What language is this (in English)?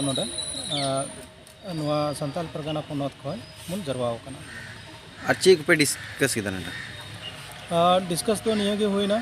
Santali